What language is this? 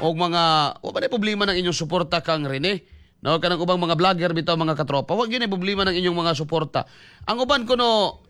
Cebuano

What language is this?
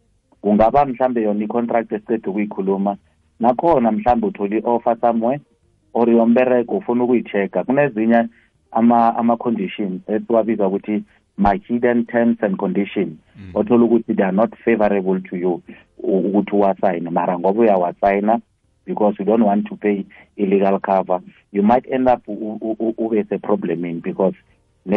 South Ndebele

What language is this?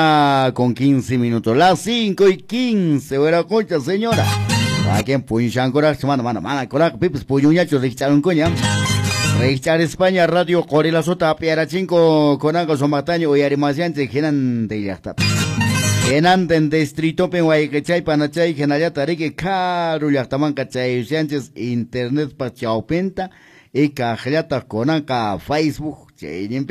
Quechua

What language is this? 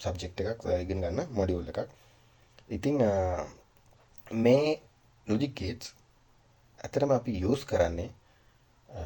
Sinhala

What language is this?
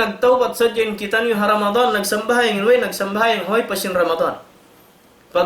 Tausug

